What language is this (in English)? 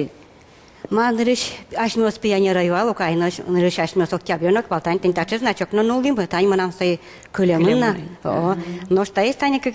Udmurt